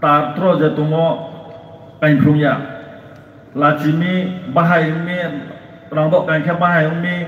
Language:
Riang (India)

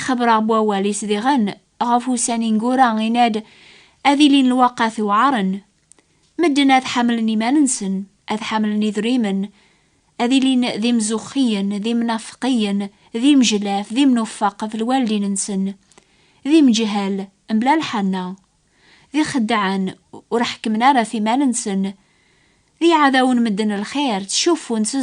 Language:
Kabyle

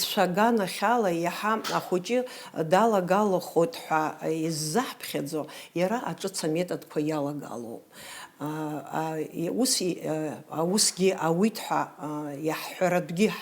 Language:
Abkhazian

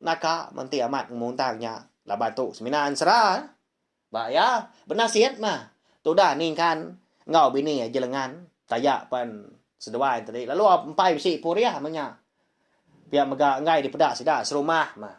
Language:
Iban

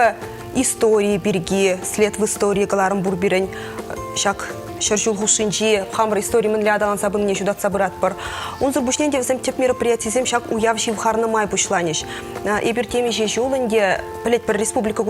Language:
Chuvash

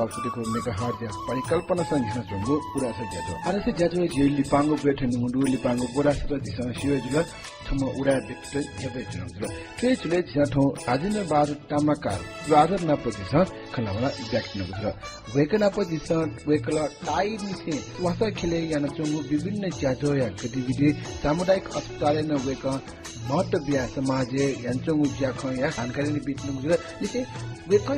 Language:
Newari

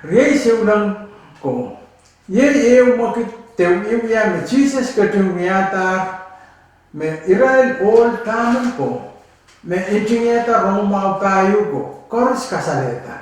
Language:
Pohnpeian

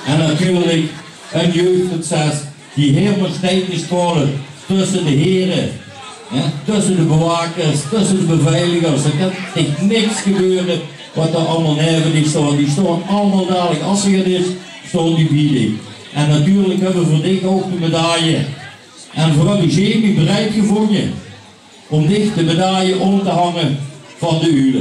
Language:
Limburgish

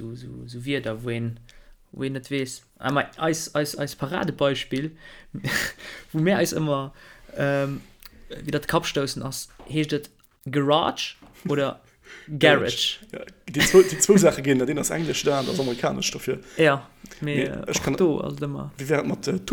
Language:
Luxembourgish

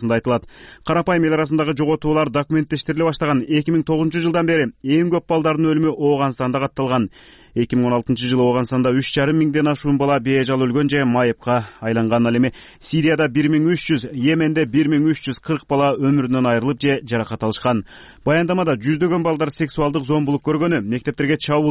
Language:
Kyrgyz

